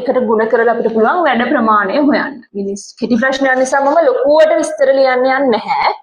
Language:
Sinhala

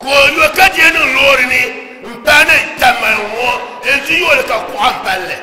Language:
Dagbani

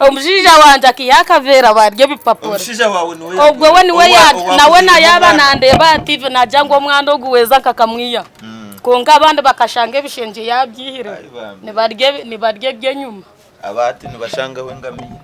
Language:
Nyankole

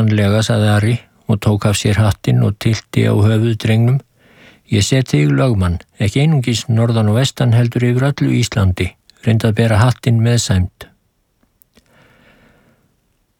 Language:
Icelandic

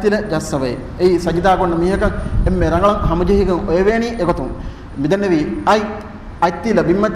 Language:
Divehi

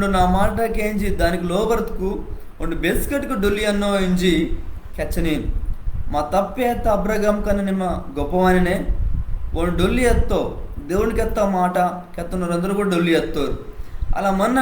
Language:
Koya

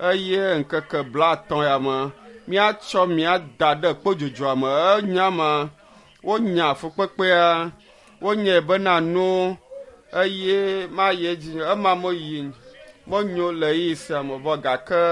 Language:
Ewe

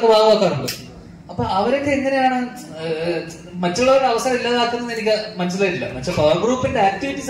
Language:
Malayalam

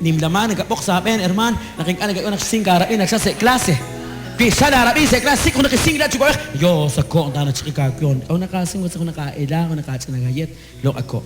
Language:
Kekchí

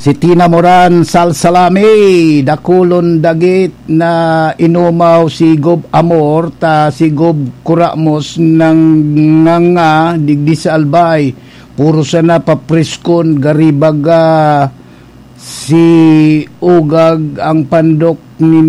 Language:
Bikol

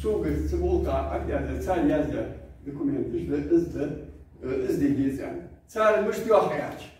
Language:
Ingush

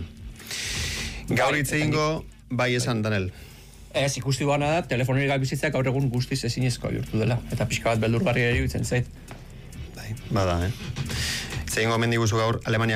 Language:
Basque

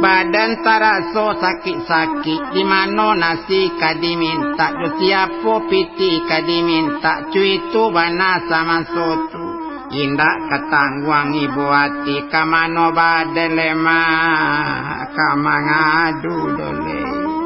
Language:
Minangkabau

